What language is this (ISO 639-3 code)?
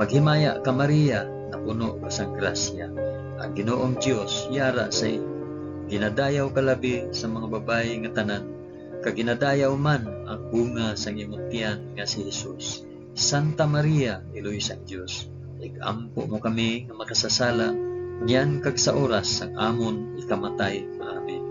hil